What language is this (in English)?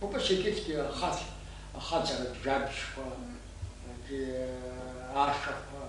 Abkhazian